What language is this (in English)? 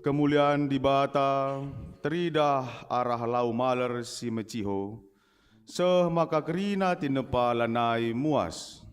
Batak Karo